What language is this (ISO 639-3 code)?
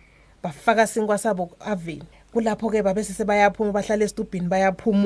ssw